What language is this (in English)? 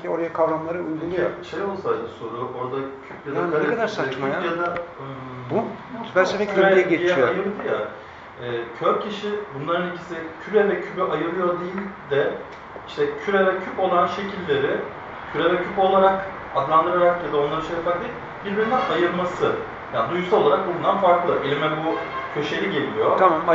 Turkish